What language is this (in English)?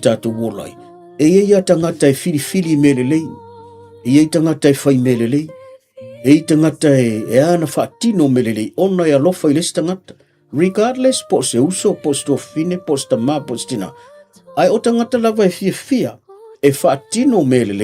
Samoan